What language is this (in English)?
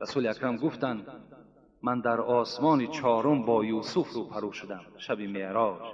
Tajik